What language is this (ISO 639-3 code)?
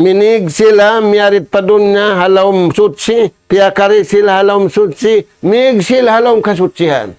tsg